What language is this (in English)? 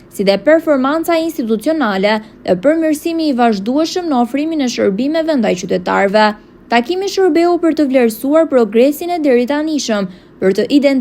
Albanian